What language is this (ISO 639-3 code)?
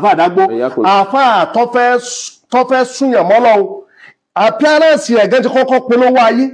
yor